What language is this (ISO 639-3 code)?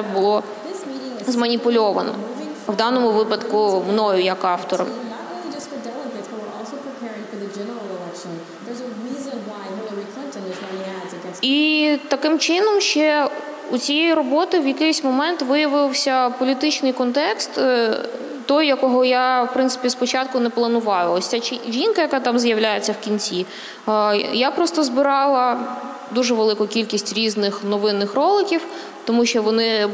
ukr